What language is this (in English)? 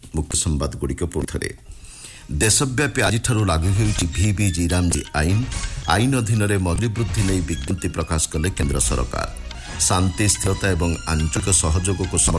Odia